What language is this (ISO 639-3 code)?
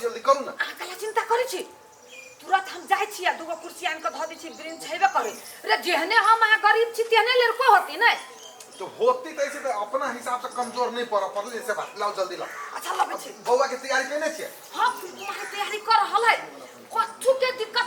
mai